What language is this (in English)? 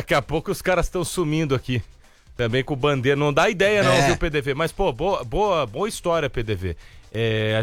Portuguese